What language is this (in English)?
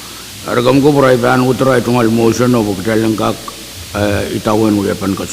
Pohnpeian